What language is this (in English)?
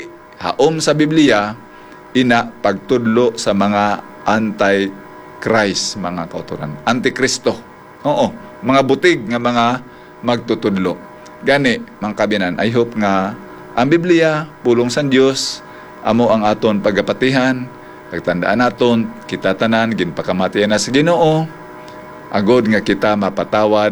Hiligaynon